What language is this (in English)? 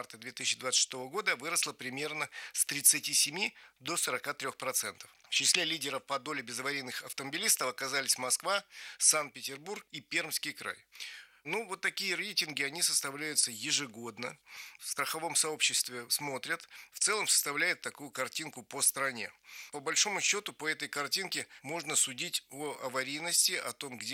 Russian